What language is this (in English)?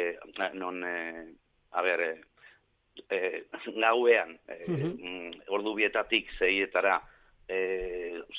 Basque